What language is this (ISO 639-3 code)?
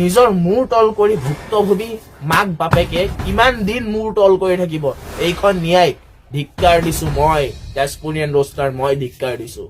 asm